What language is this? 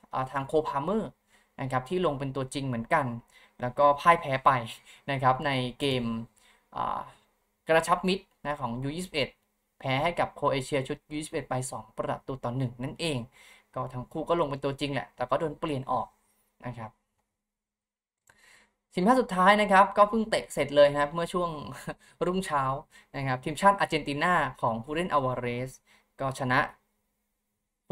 Thai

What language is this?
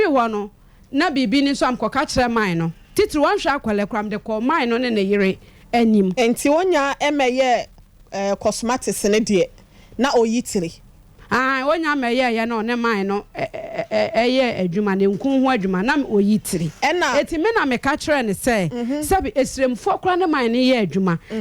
Akan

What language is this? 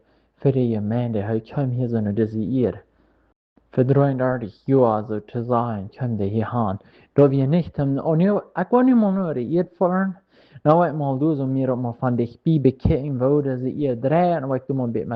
Plautdietsch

